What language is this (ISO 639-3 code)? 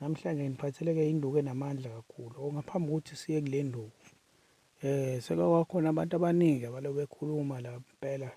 zul